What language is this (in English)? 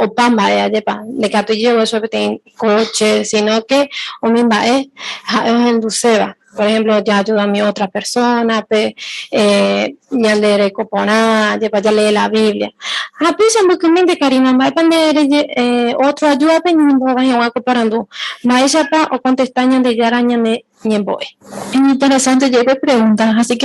Guarani